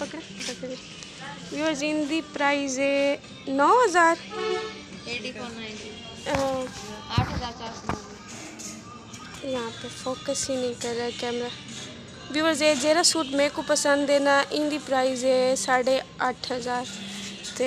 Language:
Saraiki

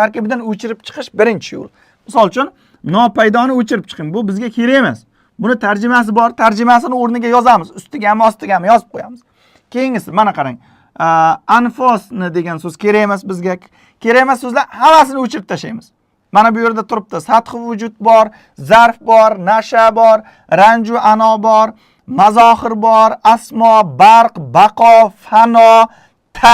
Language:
Uzbek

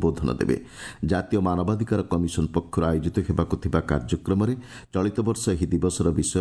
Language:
Odia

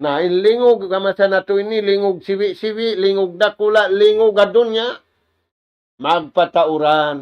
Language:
Tausug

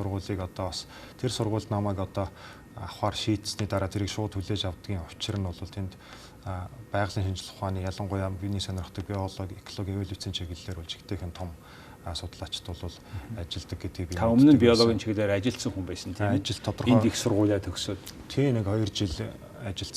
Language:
Mongolian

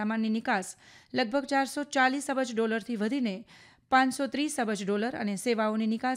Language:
Gujarati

